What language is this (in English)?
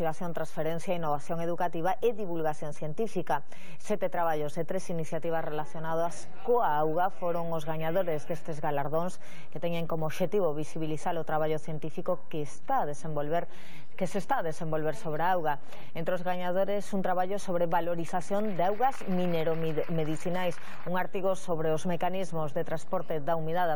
Galician